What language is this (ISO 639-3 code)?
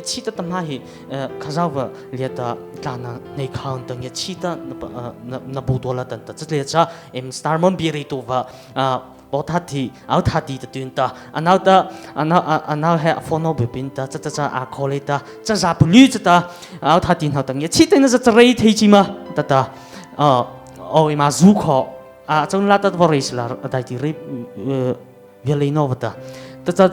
mrh